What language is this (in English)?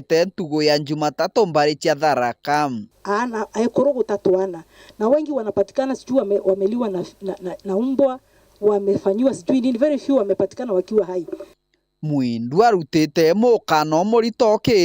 Meru